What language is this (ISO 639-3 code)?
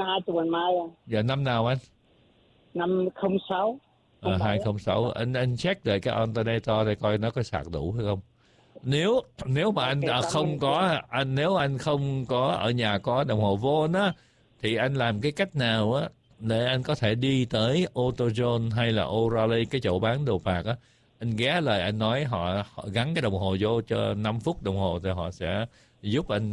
vie